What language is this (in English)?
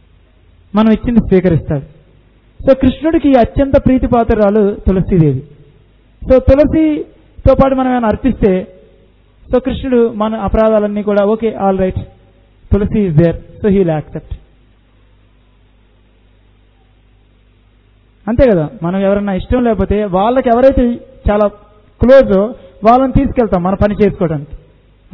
Telugu